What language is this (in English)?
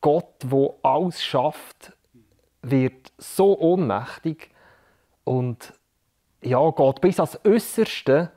Swiss German